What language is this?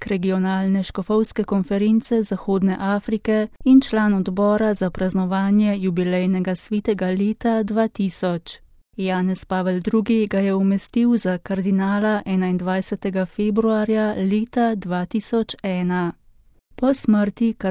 Slovenian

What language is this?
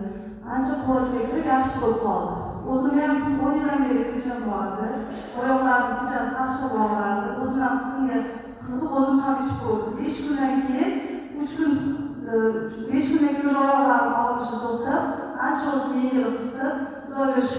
Uzbek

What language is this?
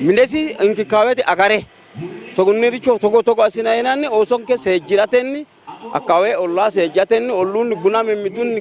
Sidamo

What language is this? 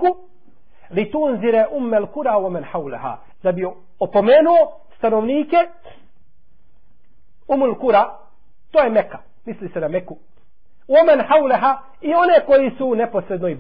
Bosnian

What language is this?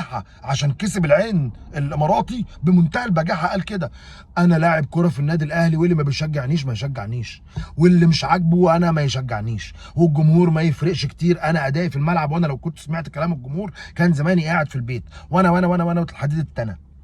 Egyptian Arabic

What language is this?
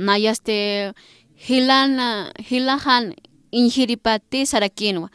Aymara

